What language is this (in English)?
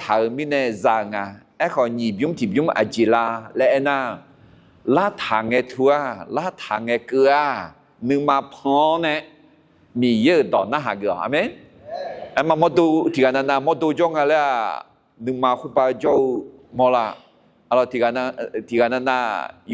Akha